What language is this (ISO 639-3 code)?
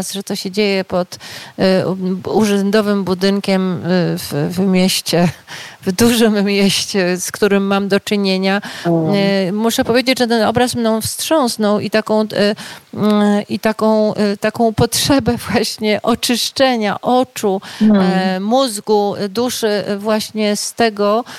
pol